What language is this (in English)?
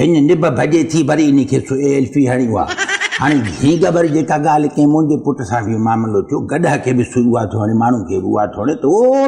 Sindhi